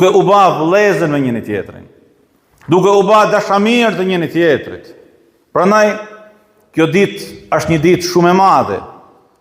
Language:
Albanian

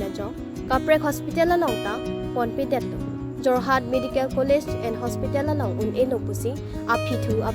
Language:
Karbi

